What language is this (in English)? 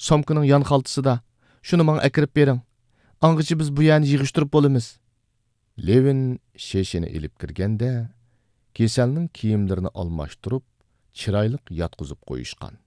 Uyghur